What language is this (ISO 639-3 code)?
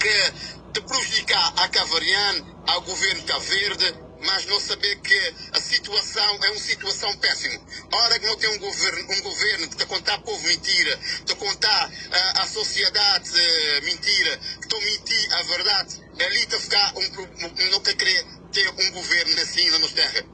kea